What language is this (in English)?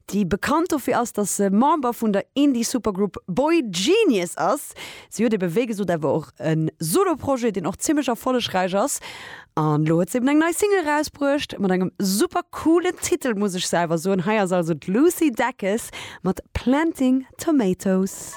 Luxembourgish